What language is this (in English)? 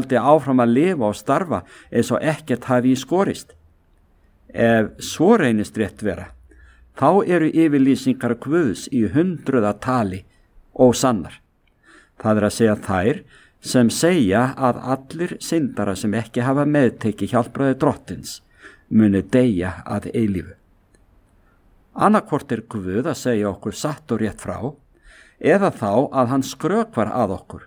Icelandic